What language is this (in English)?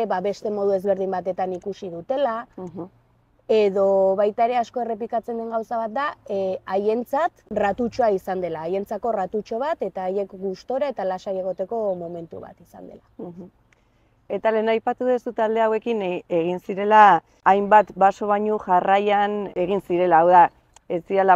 Basque